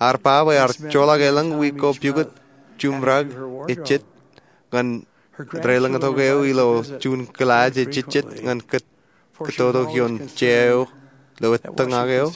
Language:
Marshallese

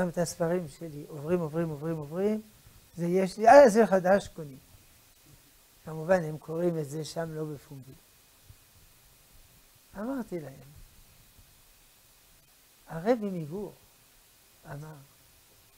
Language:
Hebrew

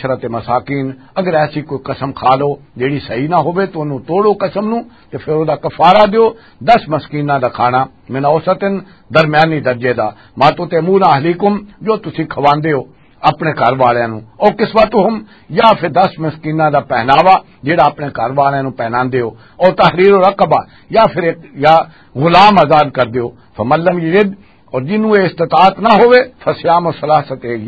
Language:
Western Panjabi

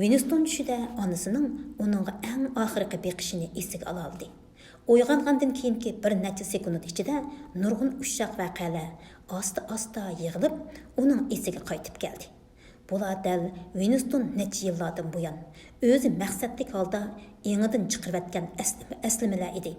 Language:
Uyghur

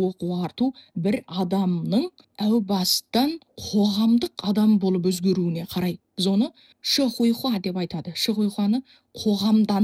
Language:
Kazakh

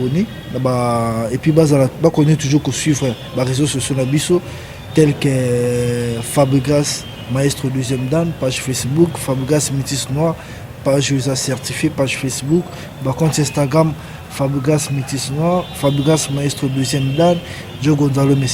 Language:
Lingala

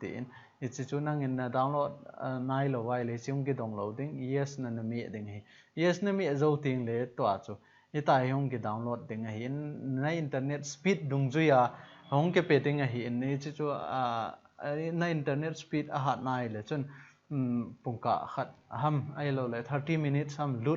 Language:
Thado Chin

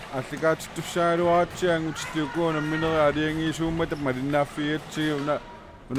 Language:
Kalaallisut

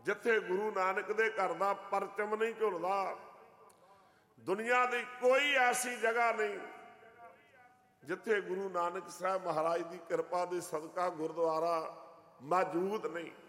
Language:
Punjabi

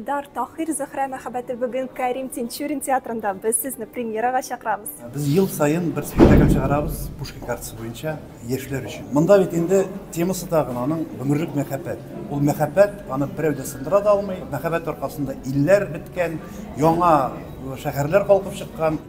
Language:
Tatar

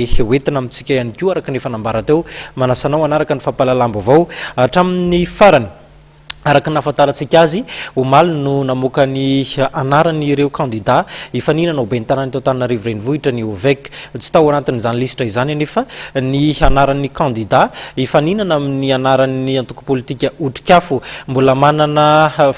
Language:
Malagasy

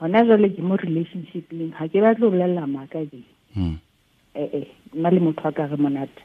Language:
Tswana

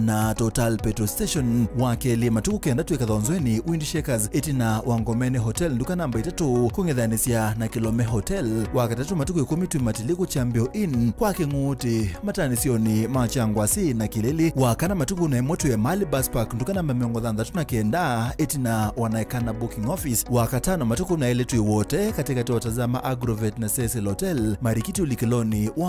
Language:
Kamba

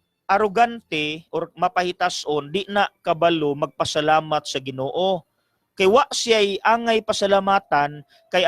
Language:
Cebuano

